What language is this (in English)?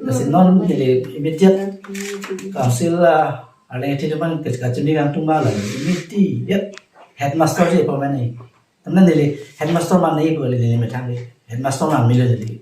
Karbi